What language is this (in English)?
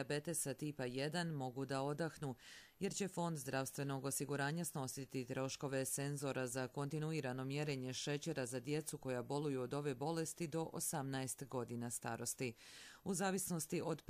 Croatian